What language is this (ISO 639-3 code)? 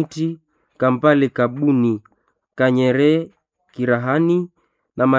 swa